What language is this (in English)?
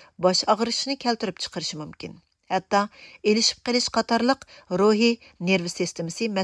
Uyghur